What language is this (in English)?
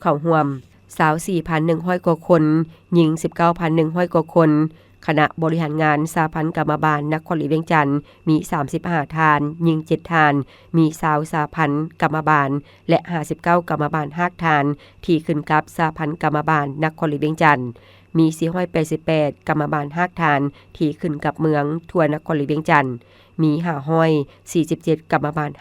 Lao